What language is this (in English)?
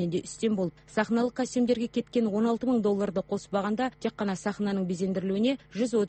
Kazakh